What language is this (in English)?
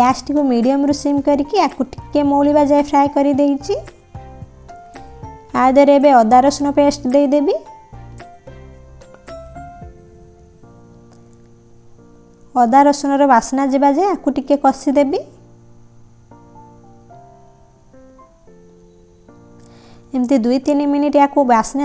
Odia